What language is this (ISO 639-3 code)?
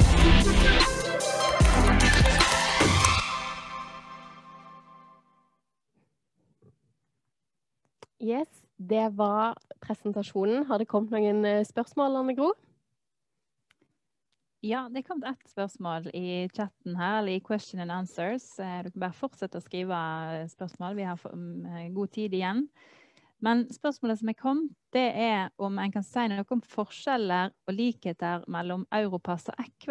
nor